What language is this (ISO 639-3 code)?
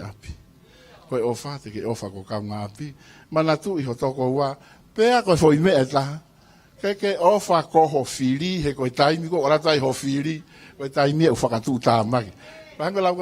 ton